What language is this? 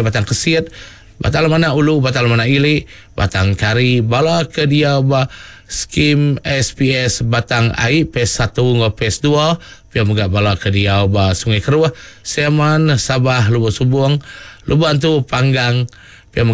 Iban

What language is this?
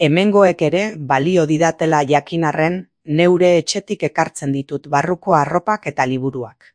Basque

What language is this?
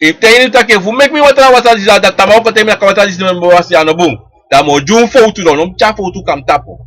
Sranan Tongo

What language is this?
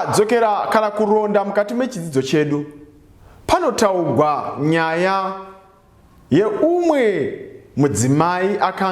Shona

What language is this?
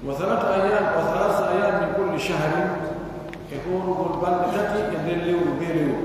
Pular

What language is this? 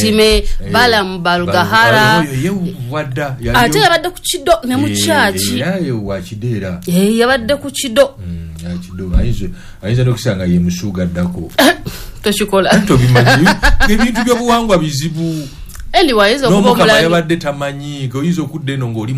Ganda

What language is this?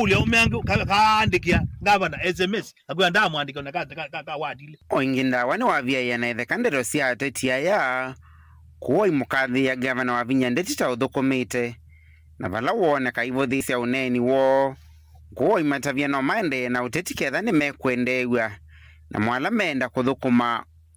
Kamba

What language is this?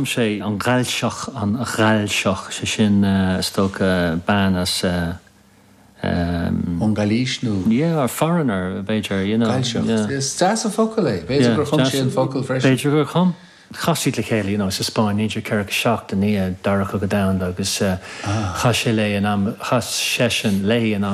Irish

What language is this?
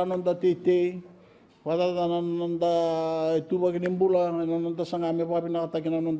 Fijian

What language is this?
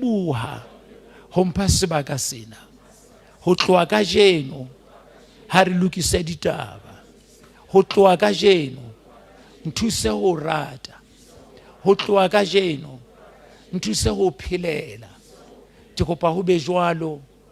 Southern Sotho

